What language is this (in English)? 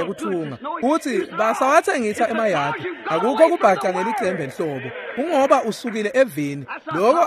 Swati